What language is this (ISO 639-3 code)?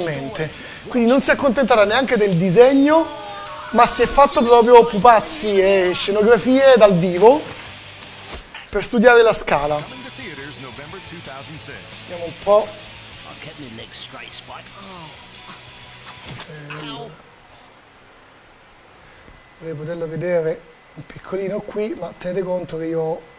ita